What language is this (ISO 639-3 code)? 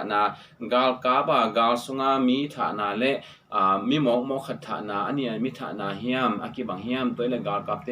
ctd